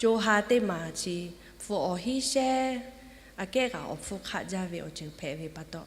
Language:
Lahu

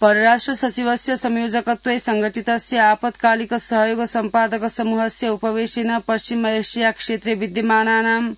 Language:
Sanskrit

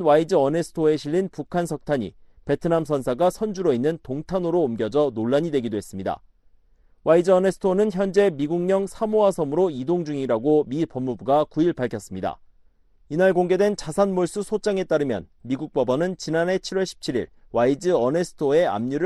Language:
Korean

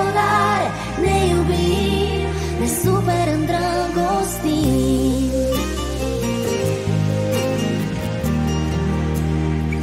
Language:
Romanian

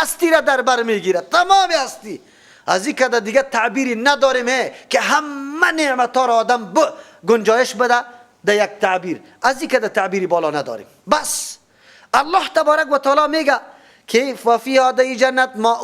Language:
Persian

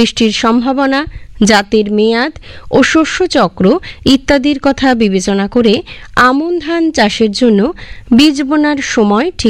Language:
Bangla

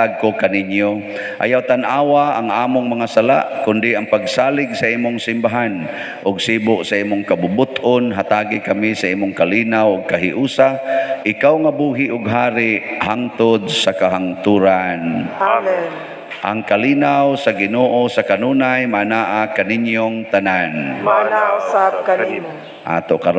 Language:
Cebuano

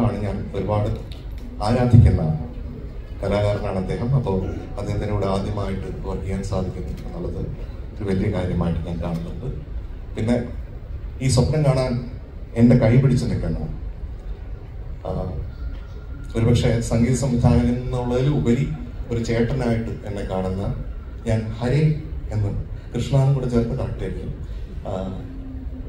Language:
Malayalam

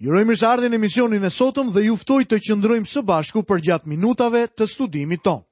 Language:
Albanian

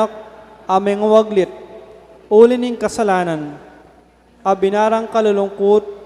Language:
Pampanga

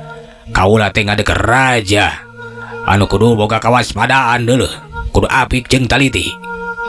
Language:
Sundanese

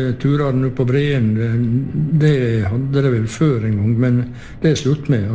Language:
Norwegian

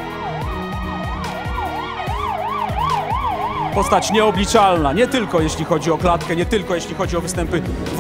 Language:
Polish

